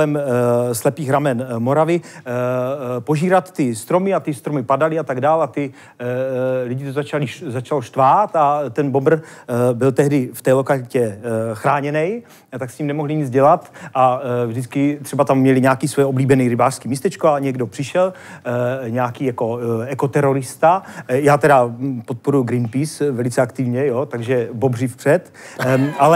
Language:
Czech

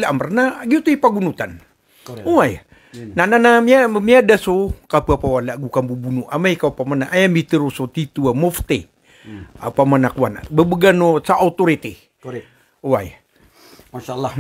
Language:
Maranao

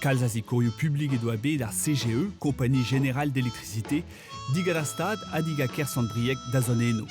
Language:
Breton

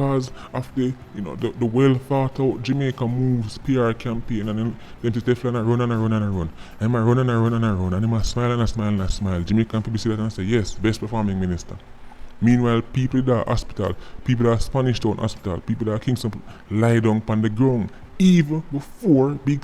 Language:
Jamaican Creole English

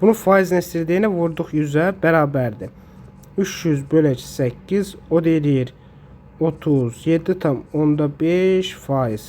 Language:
Azerbaijani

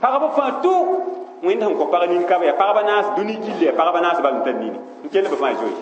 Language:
Mossi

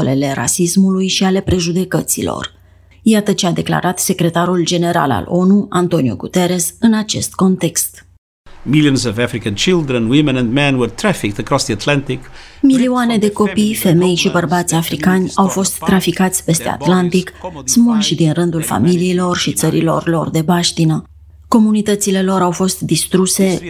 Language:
Romanian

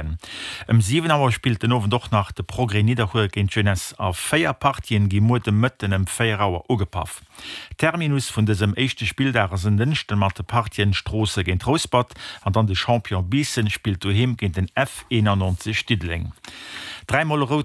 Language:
Luxembourgish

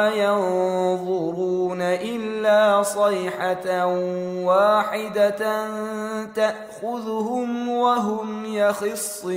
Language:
Bosnian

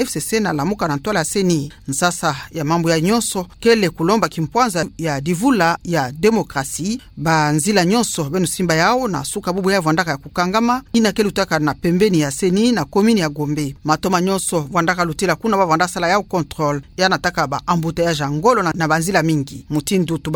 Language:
Kituba (Democratic Republic of Congo)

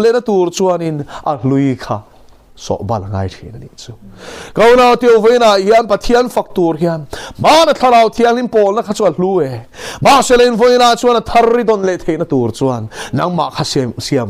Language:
Mizo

